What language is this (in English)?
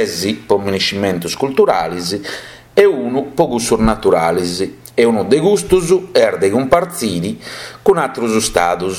Sardinian